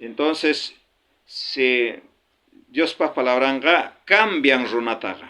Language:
South Bolivian Quechua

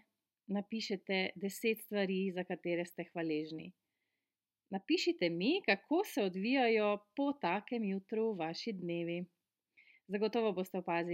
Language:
Slovenian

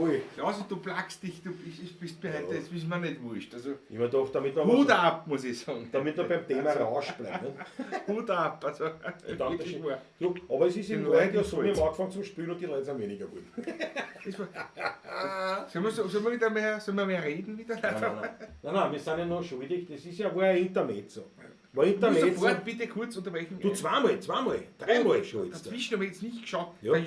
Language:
Bavarian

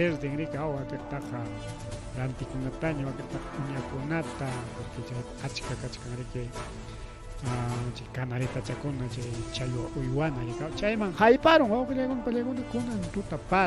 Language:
Ayacucho Quechua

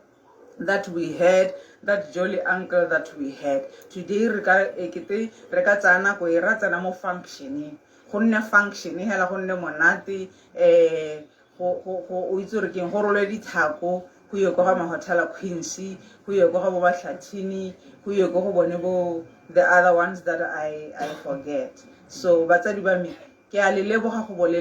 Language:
Tswana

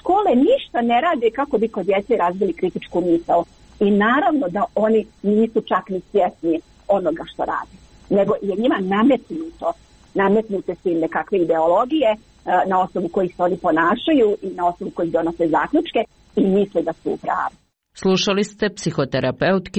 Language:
Croatian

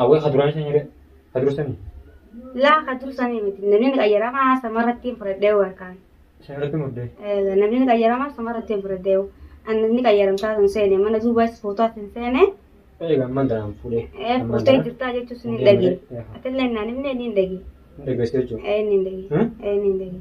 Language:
Oromo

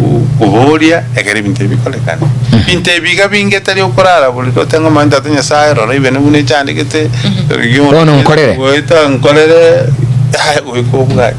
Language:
Gusii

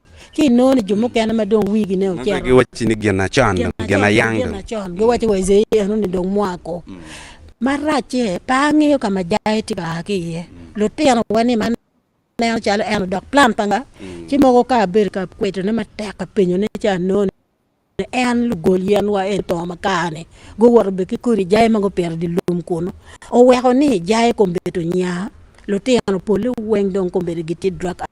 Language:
Acoli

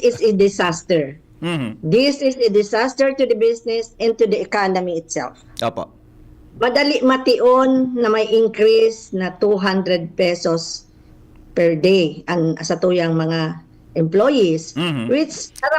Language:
Bikol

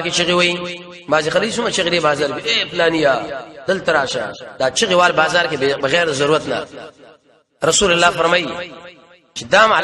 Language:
Pashto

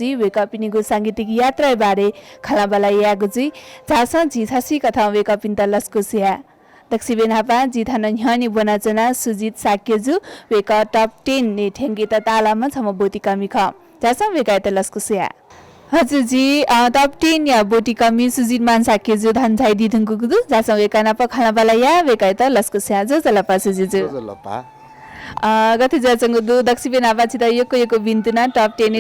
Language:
Newari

